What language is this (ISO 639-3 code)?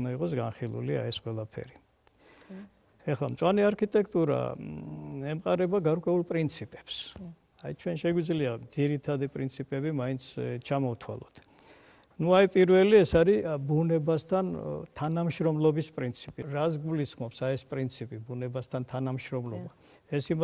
kat